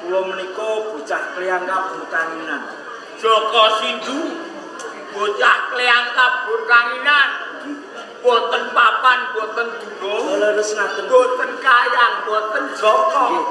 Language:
Javanese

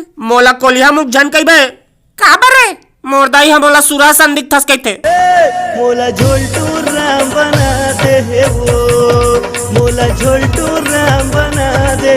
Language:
Chhattisgarhi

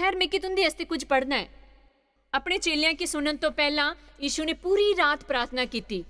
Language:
Dogri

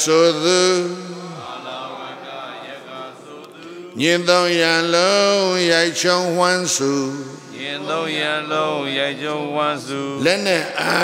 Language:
Burmese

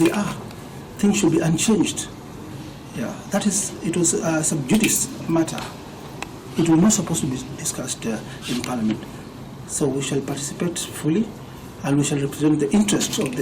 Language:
Kamba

